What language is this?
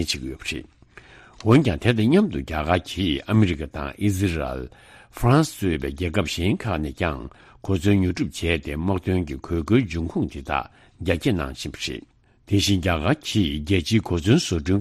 Tibetan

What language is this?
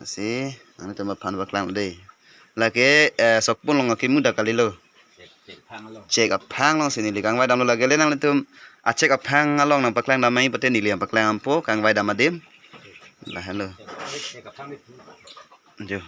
Karbi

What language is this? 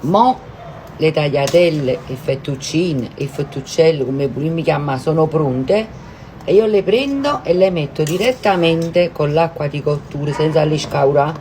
Neapolitan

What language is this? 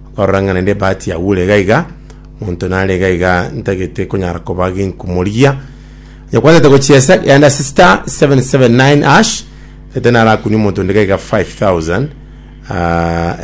Gusii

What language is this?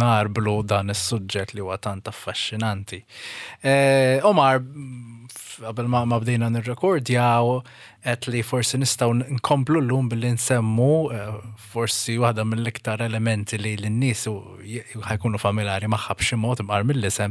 Maltese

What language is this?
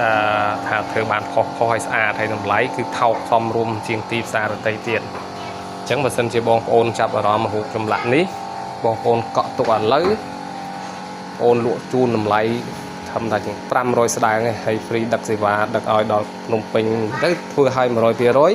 Khmer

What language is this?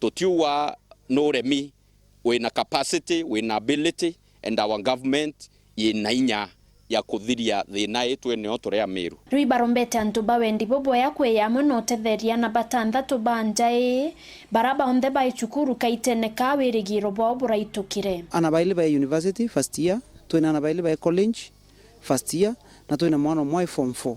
Meru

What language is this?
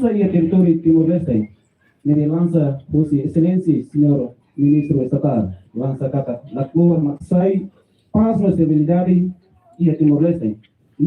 Tetum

